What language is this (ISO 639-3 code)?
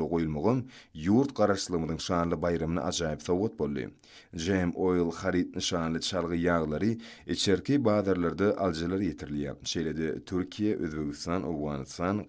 tuk